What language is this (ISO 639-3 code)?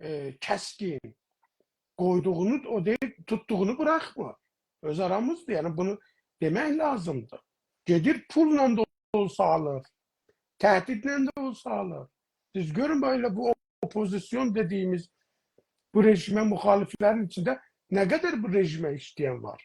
azb